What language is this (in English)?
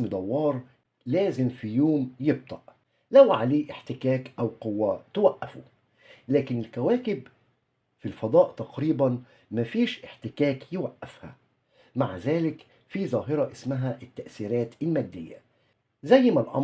Egyptian Arabic